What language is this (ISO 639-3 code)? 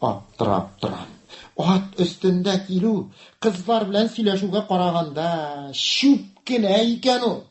tat